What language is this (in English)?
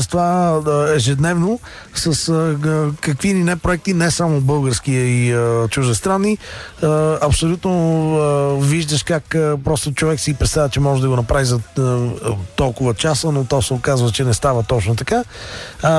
Bulgarian